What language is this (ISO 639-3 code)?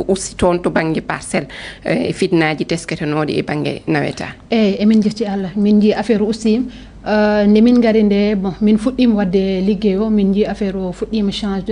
ful